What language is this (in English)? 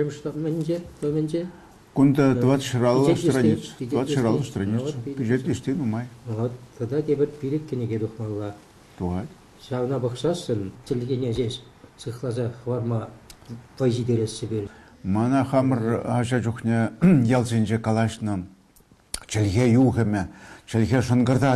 Chuvash